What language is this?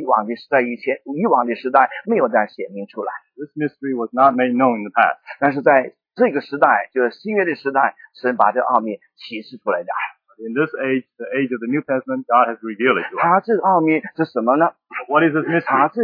Chinese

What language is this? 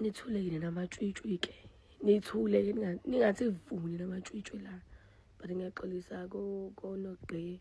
Zulu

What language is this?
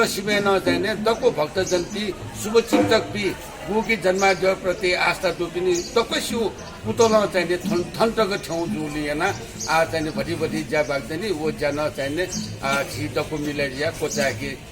Newari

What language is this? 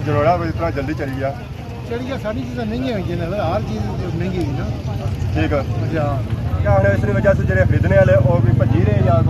Pahari-Potwari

